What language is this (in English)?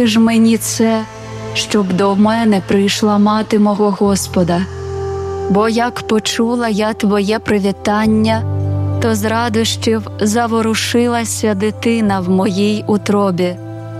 Ukrainian